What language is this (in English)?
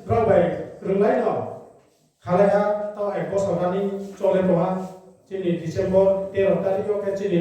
Riang (India)